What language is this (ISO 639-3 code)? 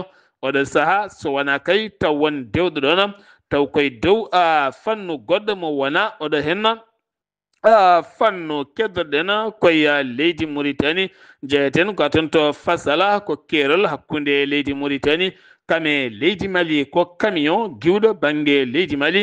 ful